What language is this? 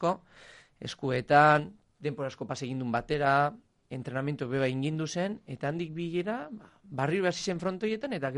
Basque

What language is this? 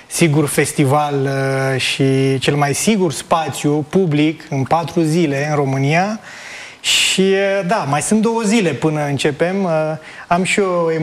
Romanian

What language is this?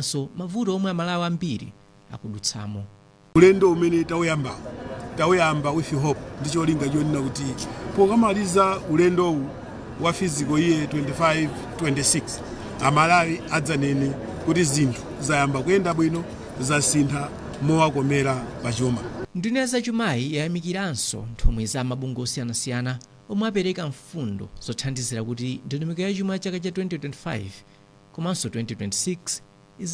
Nyanja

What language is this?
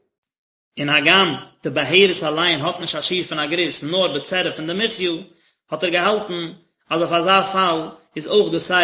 Yiddish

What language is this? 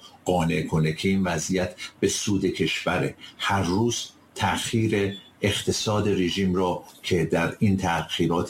Persian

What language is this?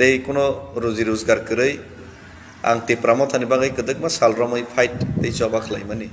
Kok Borok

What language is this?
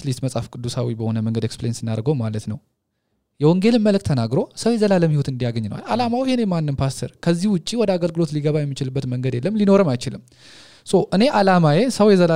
Amharic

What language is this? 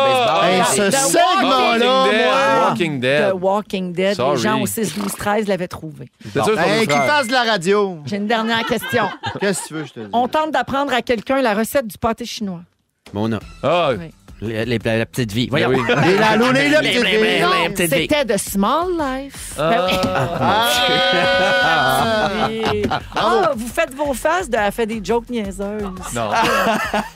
French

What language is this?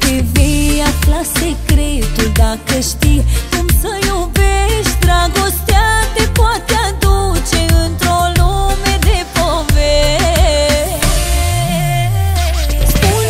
Romanian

